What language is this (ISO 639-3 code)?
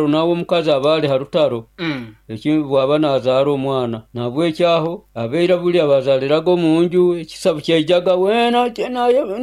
nyo